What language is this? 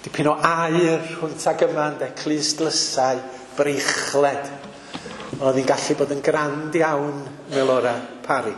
Welsh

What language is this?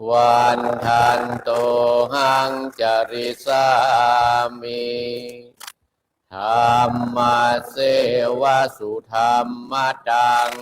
Pali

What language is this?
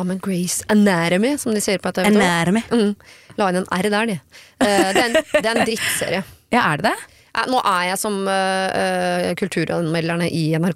Norwegian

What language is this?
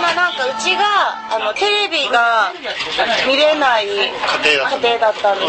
Japanese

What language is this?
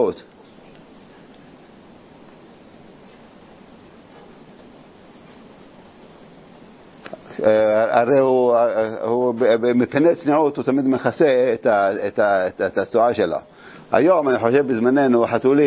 Hebrew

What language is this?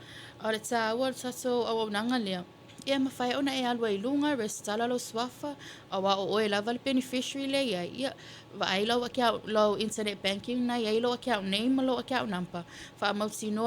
Samoan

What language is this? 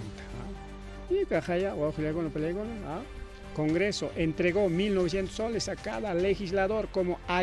Ayacucho Quechua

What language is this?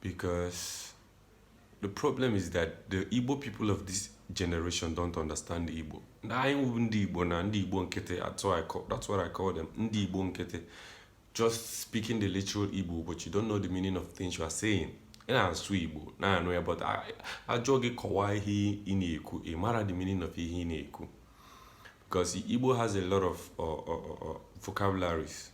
Igbo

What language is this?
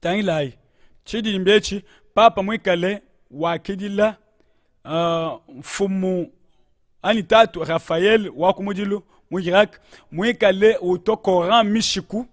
Luba-Lulua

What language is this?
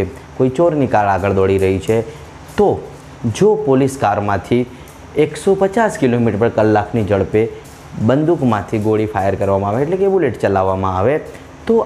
Gujarati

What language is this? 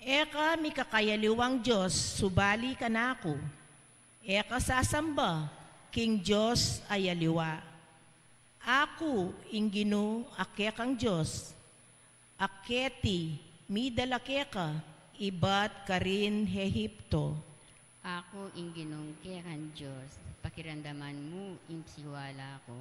Pampanga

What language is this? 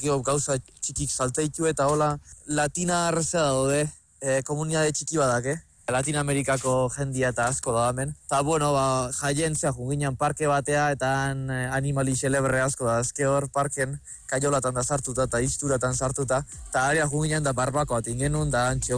Basque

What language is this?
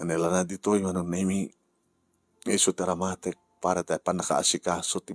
Iloko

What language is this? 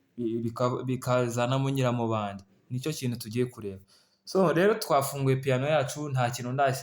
Kinyarwanda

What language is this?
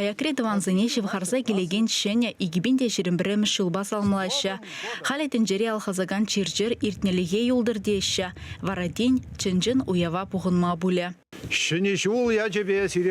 Chuvash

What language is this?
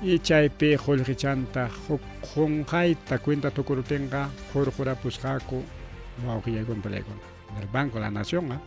Ayacucho Quechua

